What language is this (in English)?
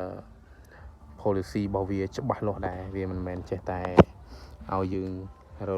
Khmer